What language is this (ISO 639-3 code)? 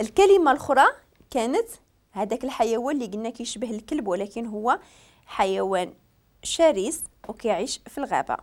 ary